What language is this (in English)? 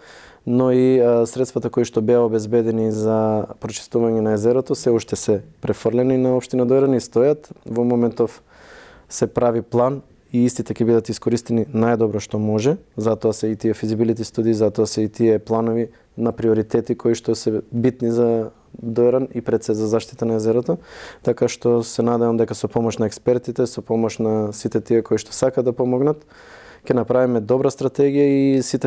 Macedonian